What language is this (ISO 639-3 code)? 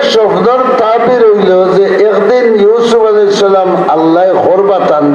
syl